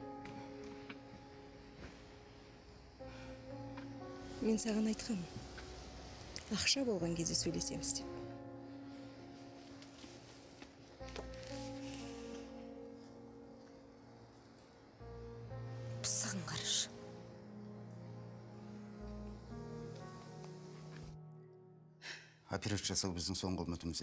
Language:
Kazakh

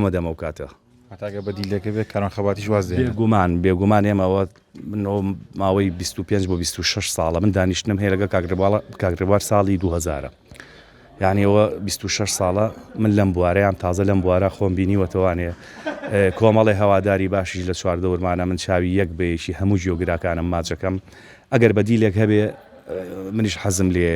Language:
Central Kurdish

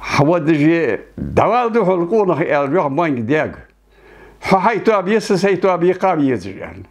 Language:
Ingush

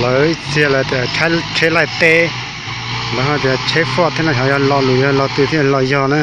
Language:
Hmong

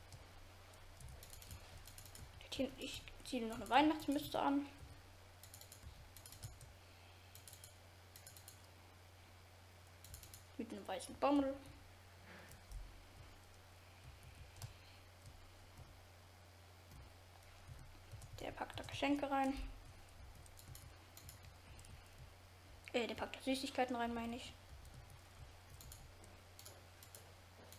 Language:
German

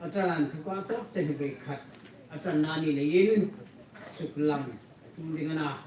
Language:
Hmar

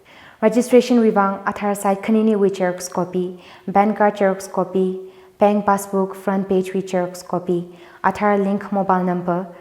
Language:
Tangkhul Naga (India)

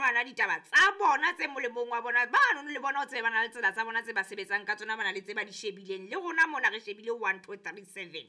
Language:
Southern Sotho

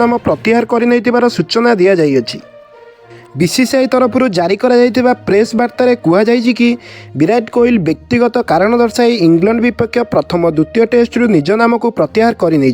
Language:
Odia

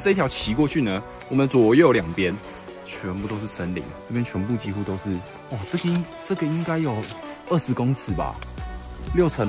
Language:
Chinese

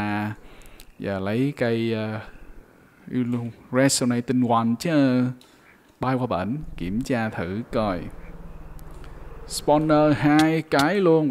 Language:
Vietnamese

